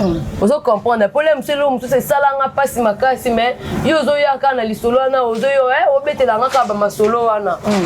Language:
Lingala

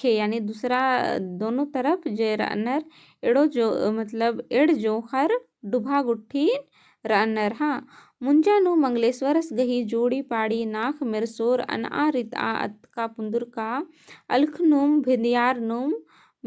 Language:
Kurukh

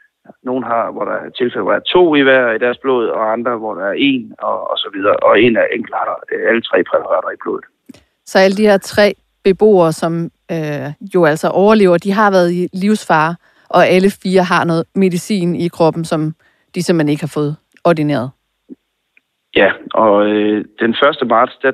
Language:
Danish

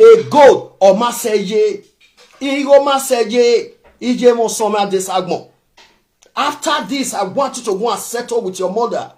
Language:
Nigerian Pidgin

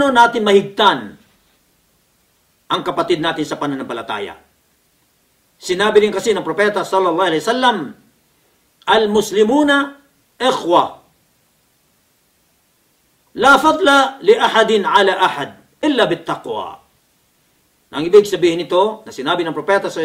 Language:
Filipino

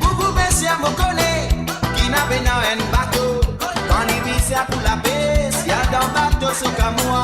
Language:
Morisyen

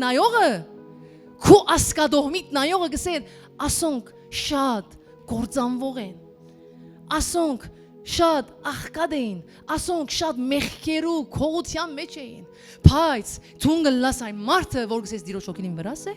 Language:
Western Armenian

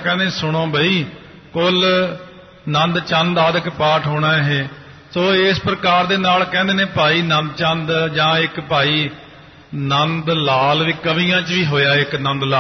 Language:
Punjabi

